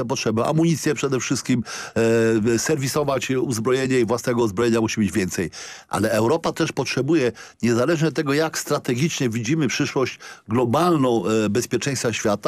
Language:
Polish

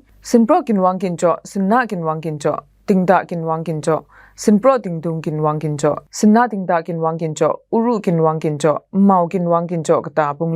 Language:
Kachin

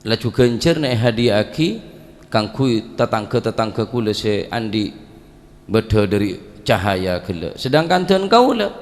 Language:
Madurese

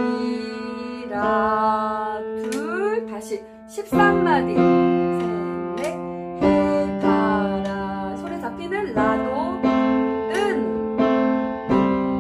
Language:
Korean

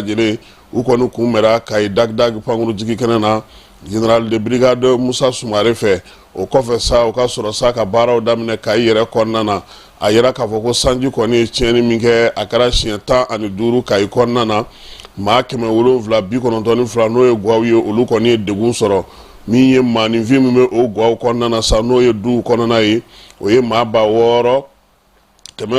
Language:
Bambara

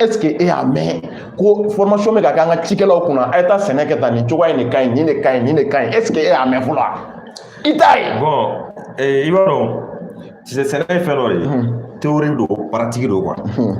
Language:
Bambara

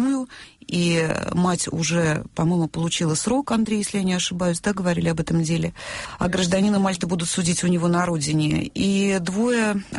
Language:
Russian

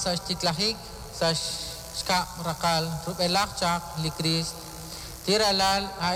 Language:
Kekchí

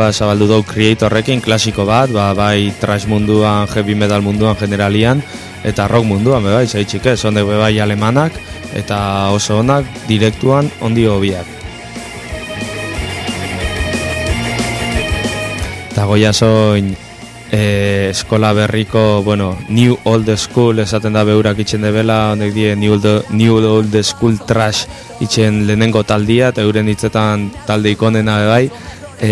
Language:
Basque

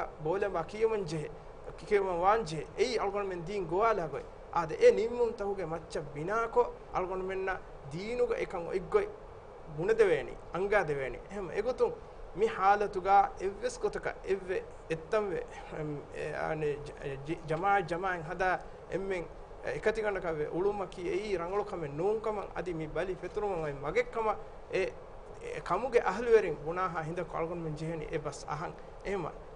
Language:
Divehi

